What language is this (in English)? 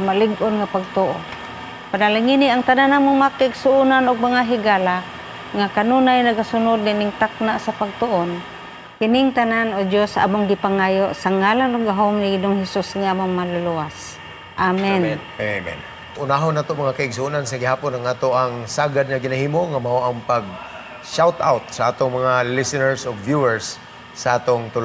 Cebuano